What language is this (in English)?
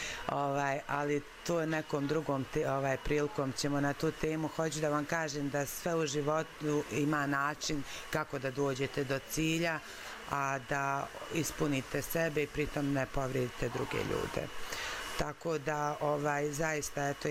Serbian